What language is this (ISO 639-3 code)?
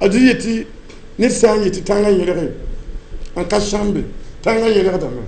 mos